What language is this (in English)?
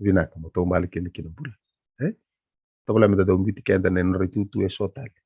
Fijian